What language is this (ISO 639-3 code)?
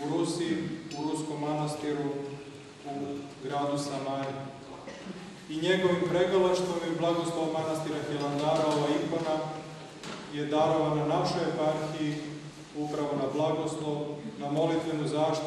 srp